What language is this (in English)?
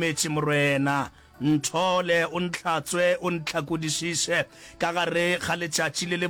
Northern Sotho